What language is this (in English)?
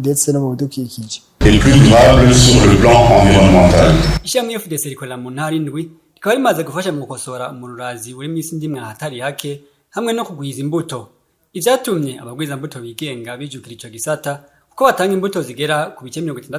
Rundi